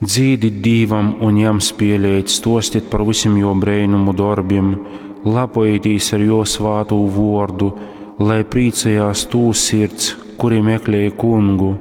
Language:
Latgalian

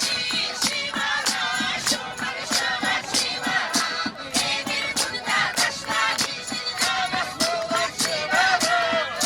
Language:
Chuvash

